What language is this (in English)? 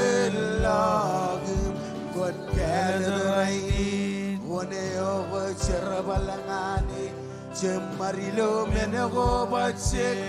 Marshallese